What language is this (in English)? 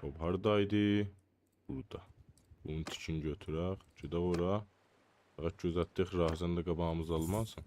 South Azerbaijani